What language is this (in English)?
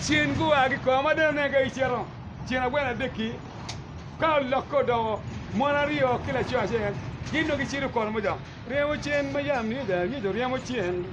Acoli